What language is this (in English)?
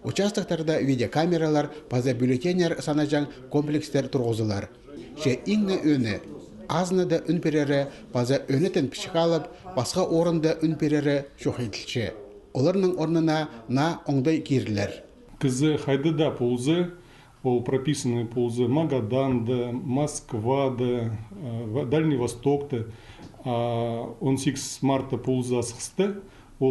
Khakas